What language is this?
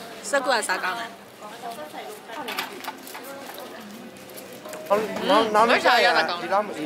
Burmese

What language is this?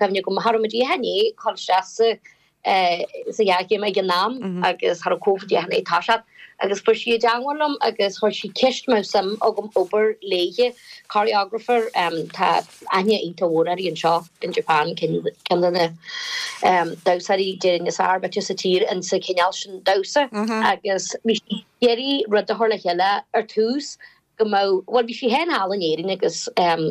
Irish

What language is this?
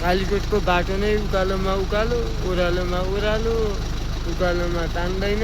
Nepali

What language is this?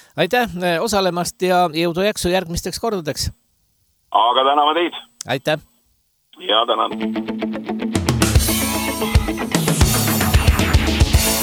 Estonian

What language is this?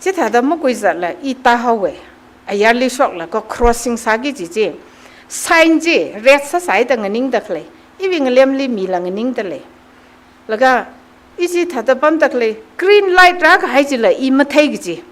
Tangkhul Naga (India)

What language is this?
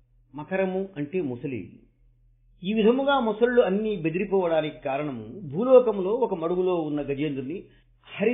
Telugu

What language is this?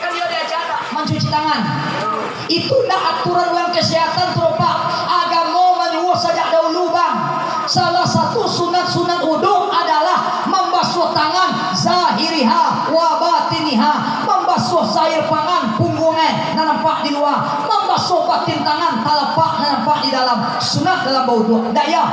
Minangkabau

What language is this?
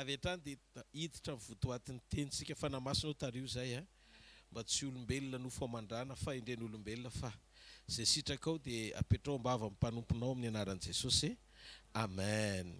Malagasy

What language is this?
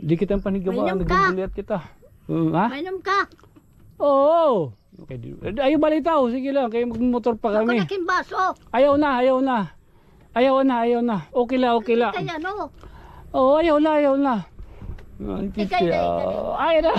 Waray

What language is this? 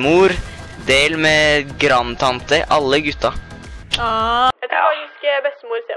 Norwegian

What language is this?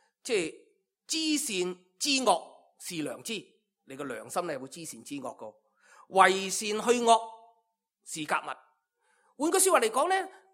Cantonese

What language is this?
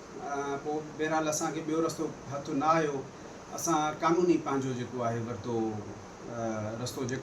Sindhi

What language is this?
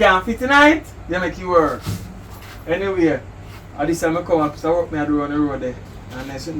Jamaican Creole English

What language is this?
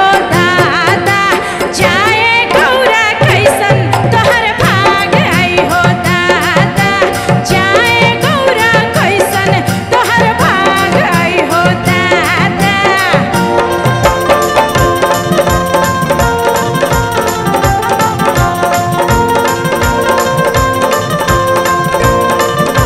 Bhojpuri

